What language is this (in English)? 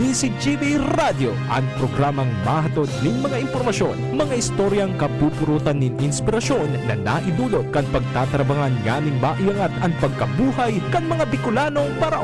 Bikol